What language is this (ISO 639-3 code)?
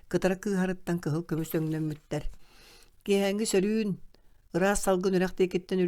sah